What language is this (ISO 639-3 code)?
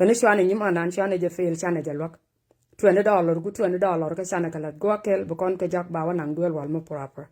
nus